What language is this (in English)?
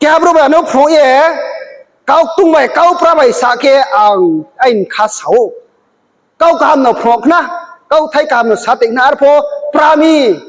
Riang (India)